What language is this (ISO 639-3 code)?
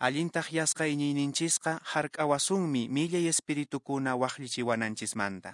que